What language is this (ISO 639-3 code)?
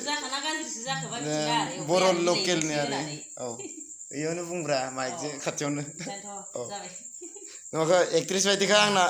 brx